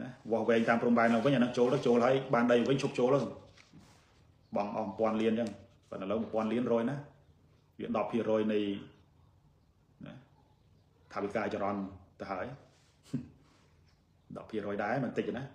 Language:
Khmer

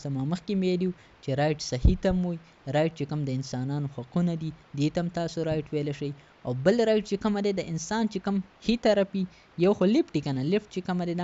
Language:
Pashto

